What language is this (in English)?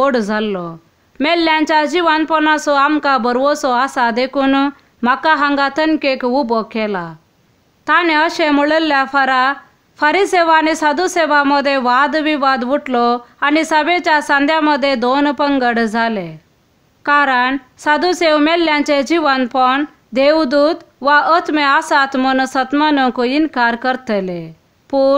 Konkani